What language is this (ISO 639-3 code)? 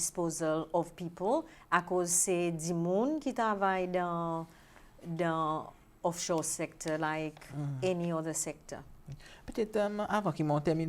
crs